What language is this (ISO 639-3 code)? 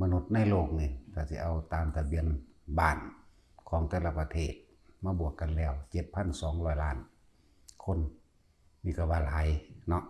tts